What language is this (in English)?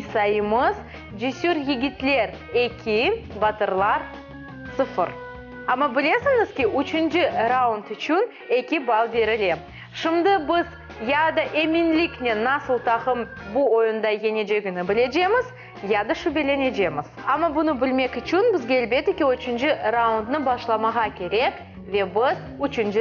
Crimean Tatar